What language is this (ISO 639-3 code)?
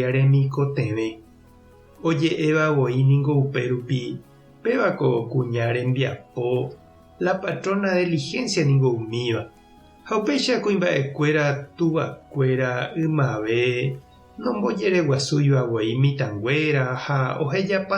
grn